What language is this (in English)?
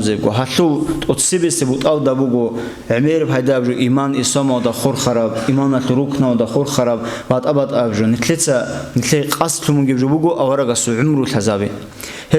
Avaric